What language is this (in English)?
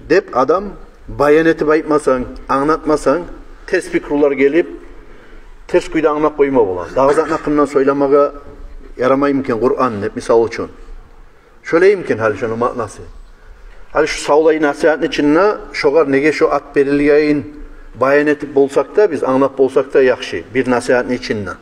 Kumyk